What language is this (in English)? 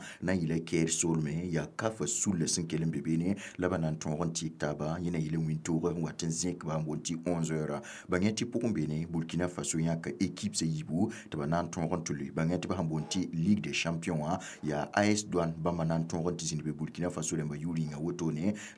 Mossi